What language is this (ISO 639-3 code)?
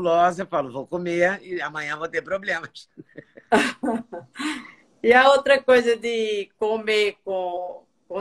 por